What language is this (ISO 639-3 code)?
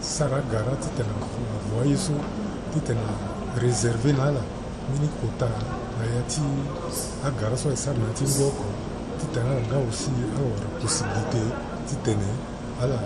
sag